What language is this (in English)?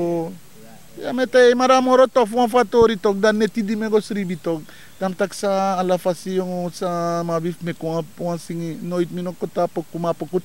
Sranan Tongo